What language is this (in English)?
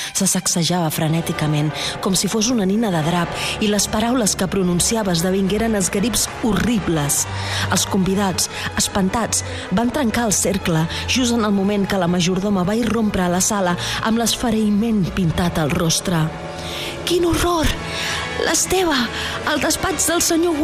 Catalan